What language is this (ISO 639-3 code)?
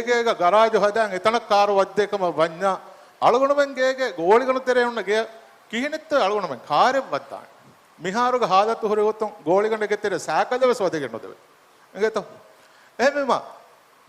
div